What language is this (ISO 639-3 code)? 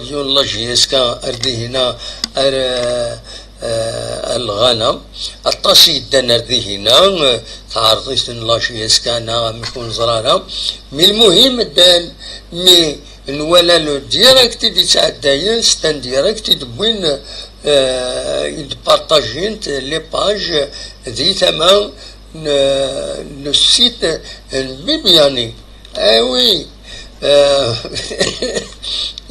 kab